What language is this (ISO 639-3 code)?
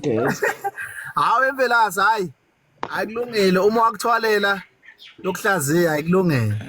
zul